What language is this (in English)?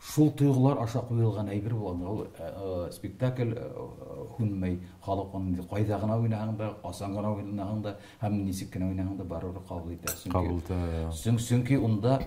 Bashkir